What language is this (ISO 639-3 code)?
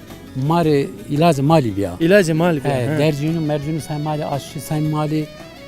zza